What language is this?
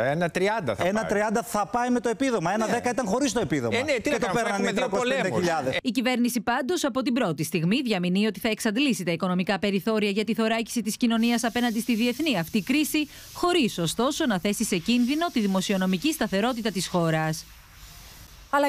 Greek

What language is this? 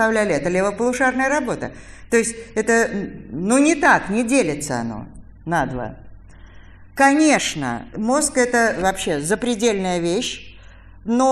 Russian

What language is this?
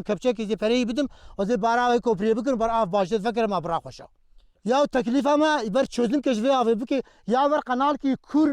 Kurdish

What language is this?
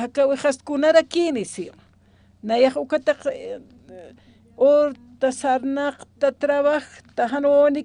Aymara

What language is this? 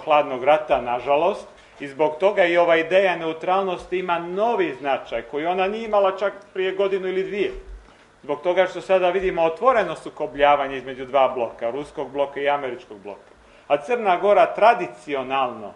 Serbian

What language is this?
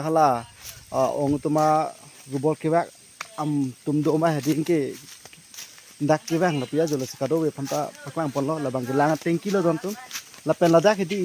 Karbi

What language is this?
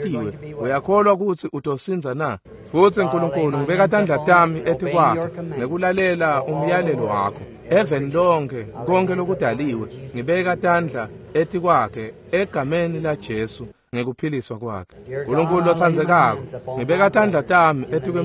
Swati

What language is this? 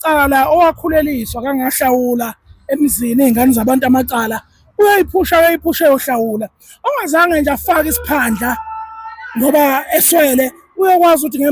Zulu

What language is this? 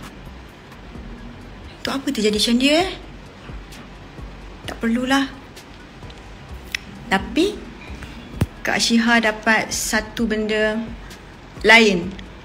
Malay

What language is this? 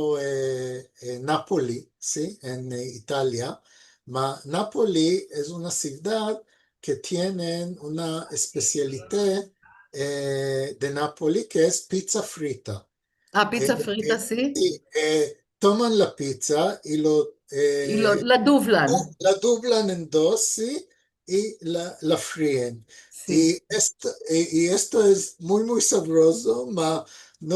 Ladino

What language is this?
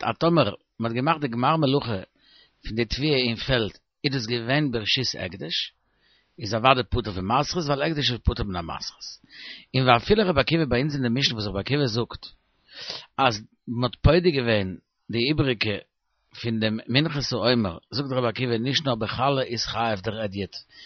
Yiddish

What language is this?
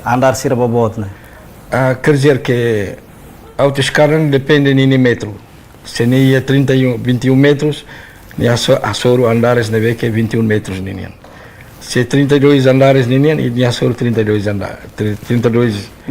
Tetum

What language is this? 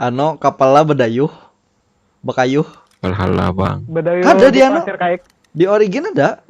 Banjar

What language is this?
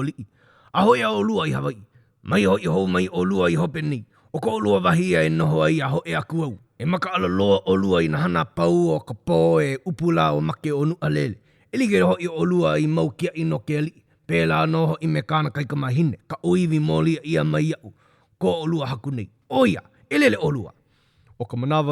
Hawaiian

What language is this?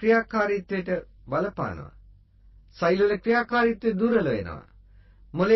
Sinhala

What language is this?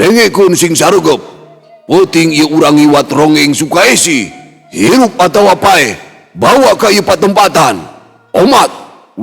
Sundanese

